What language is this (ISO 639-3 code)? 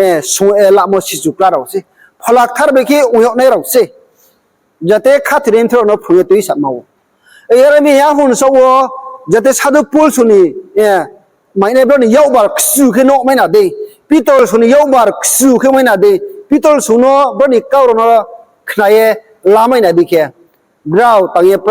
ria